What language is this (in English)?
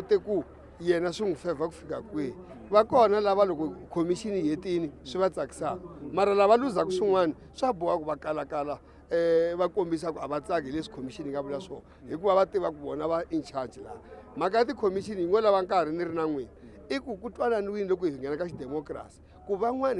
Tsonga